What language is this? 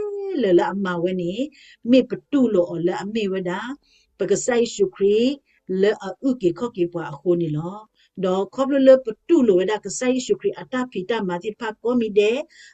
S'gaw Karen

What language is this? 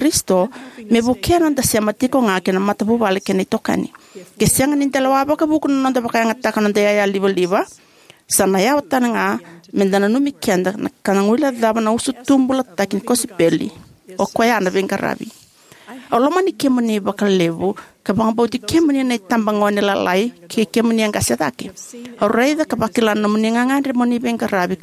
Fijian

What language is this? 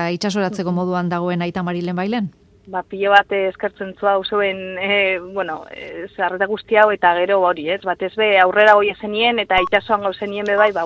Basque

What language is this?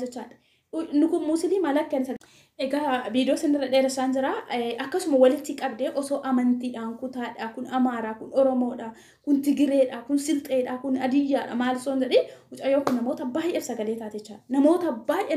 Oromo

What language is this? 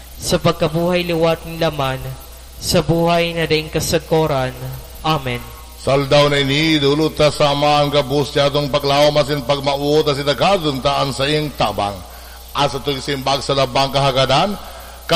Bikol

